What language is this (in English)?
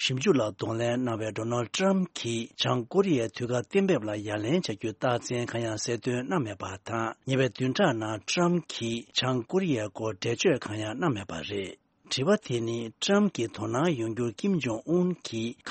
Tibetan